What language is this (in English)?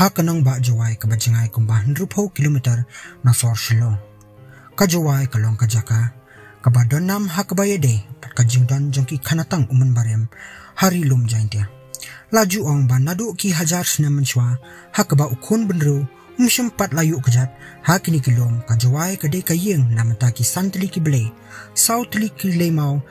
Khasi